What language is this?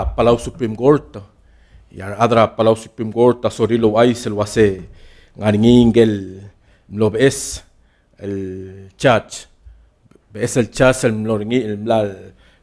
Palauan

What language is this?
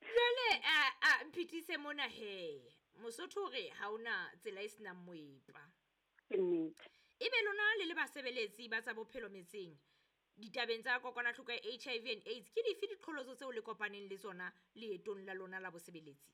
Southern Sotho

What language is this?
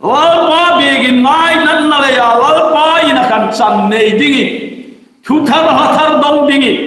Hmar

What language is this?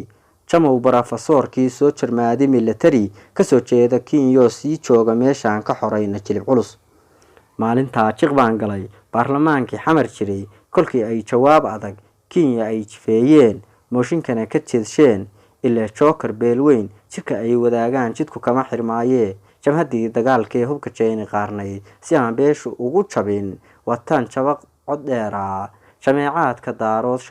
Somali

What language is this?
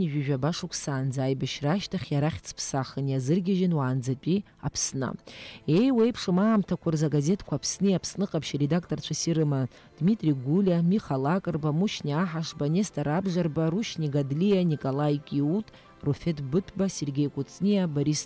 Abkhazian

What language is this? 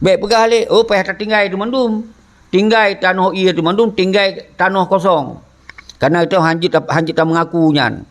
Achinese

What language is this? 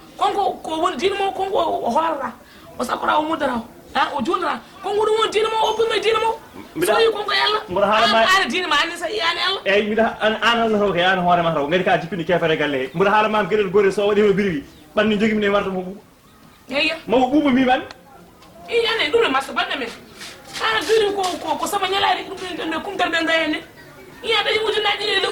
Fula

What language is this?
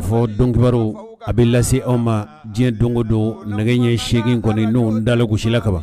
Bambara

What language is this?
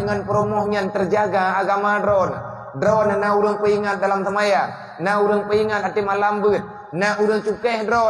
Achinese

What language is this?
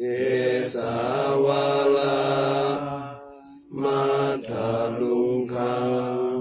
Pali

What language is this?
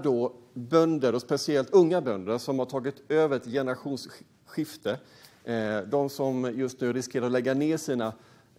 Swedish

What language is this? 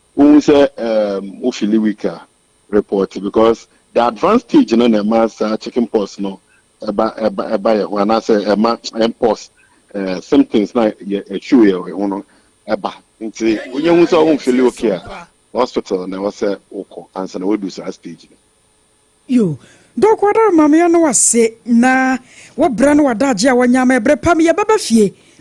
Akan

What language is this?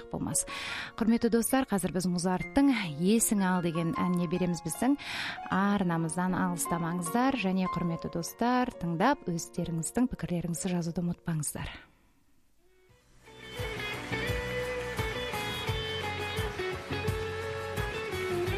Kazakh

